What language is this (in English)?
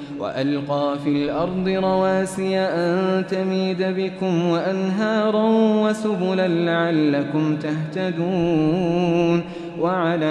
Arabic